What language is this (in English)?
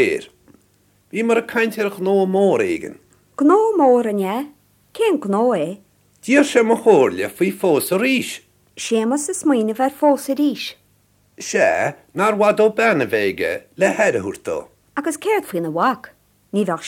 Irish